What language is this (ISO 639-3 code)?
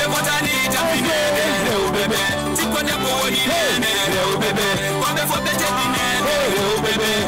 ful